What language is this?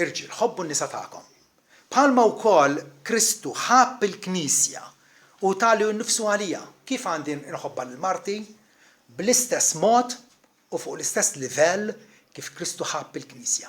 Maltese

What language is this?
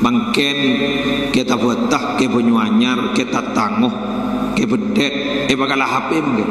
Madurese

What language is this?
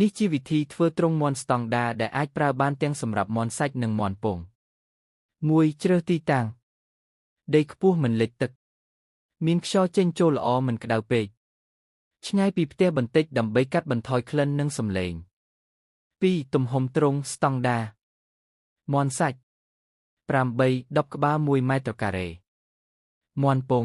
Khmer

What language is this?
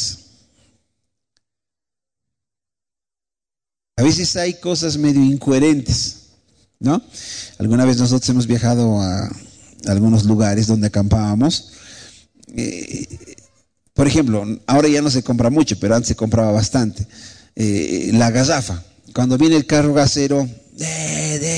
Spanish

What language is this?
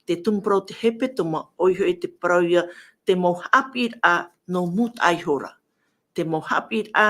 Tahitian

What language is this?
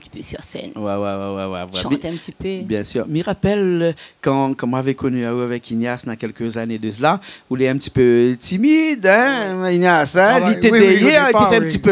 Réunion Creole French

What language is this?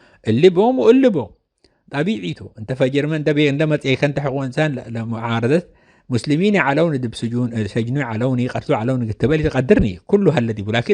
Tigre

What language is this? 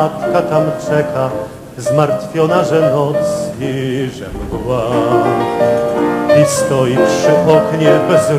Polish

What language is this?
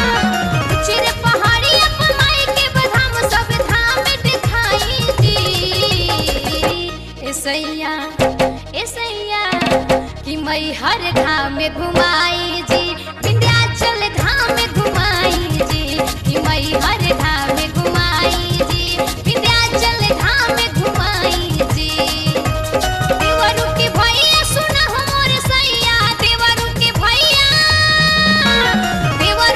Bhojpuri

